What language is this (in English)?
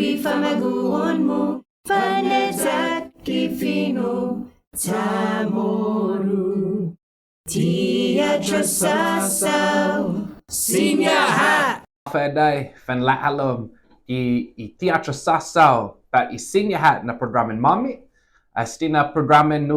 Chamorro